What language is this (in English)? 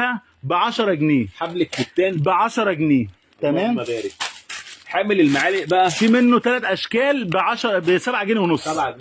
Egyptian Arabic